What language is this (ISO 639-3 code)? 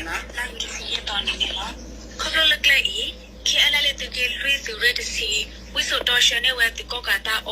ksw